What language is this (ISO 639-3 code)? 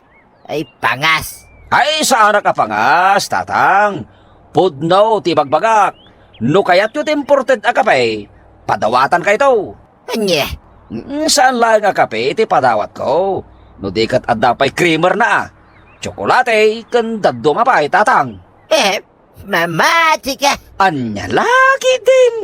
ilo